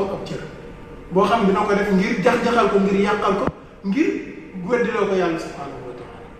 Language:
Wolof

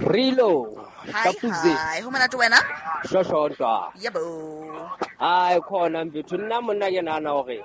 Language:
Southern Sotho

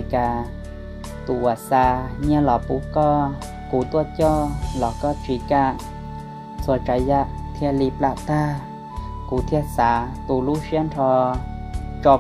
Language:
Hmong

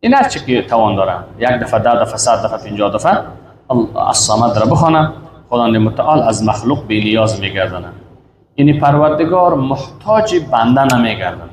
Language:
Persian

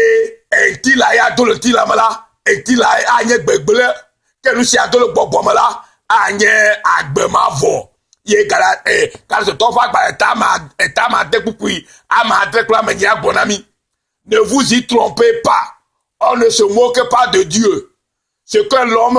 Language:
Ewe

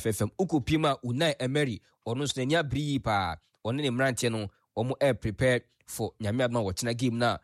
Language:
Akan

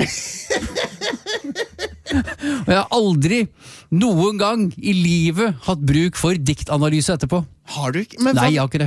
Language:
Norwegian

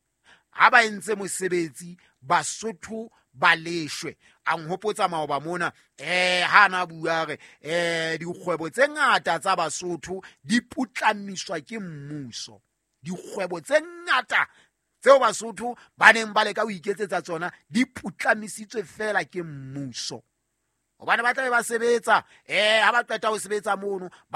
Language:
Southern Sotho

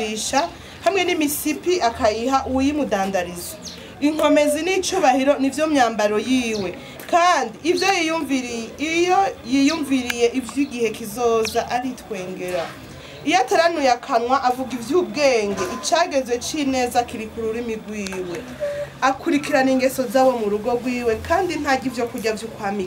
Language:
Rundi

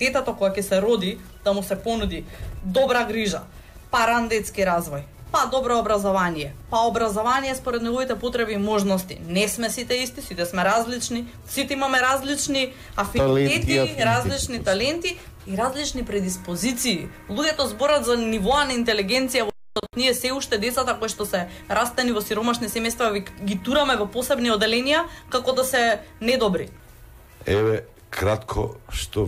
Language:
Macedonian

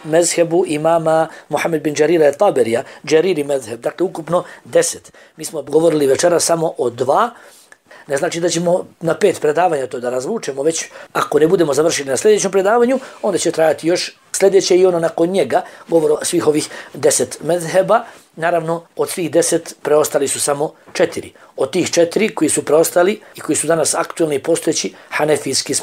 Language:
Bosnian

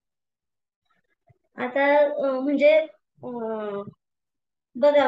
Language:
Marathi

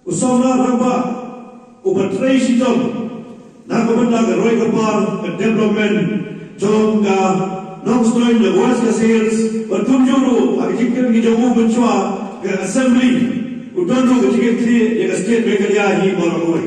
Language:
Khasi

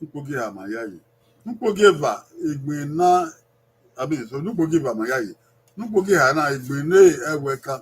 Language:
Bini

